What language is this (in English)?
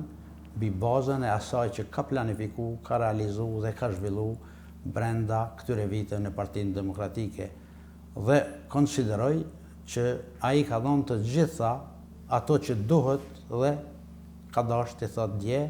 Albanian